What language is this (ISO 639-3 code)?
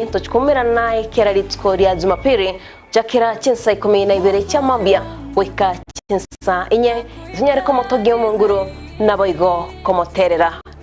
guz